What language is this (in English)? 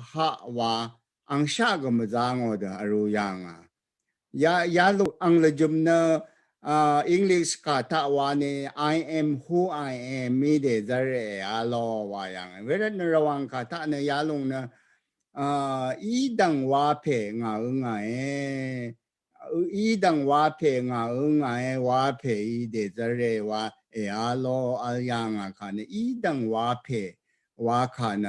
Rawang